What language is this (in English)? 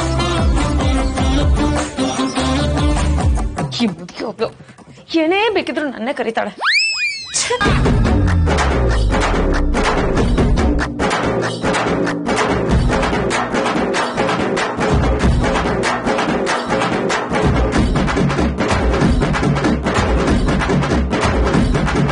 Kannada